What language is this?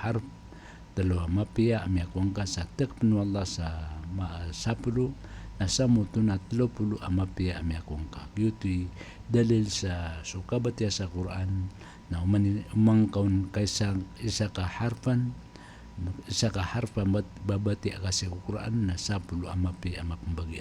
Maranao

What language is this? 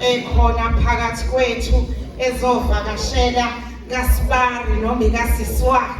Zulu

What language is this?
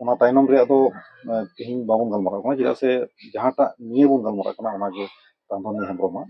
Santali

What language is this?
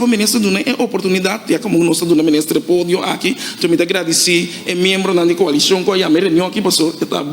Papiamento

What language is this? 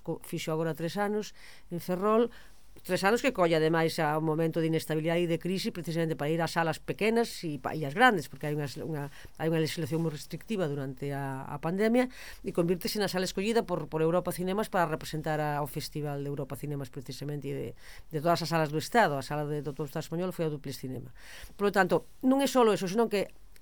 Galician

